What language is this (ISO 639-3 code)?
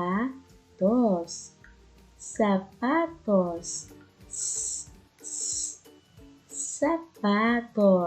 war